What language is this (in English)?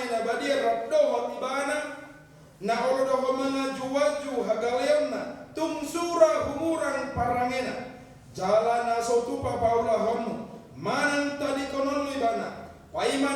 Batak Toba